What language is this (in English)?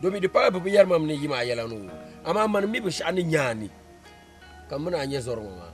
Dagbani